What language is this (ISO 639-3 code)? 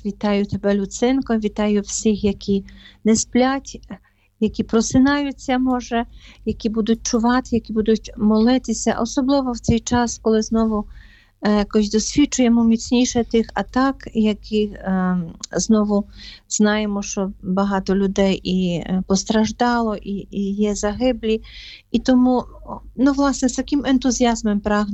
ukr